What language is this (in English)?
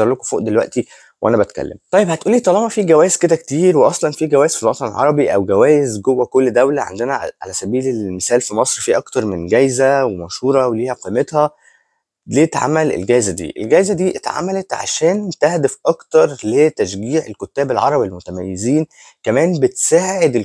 Egyptian Arabic